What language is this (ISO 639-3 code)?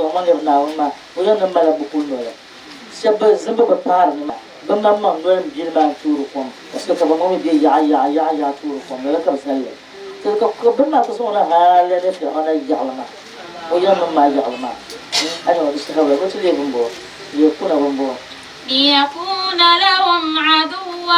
dag